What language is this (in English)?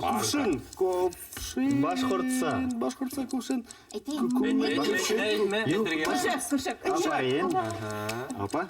Bashkir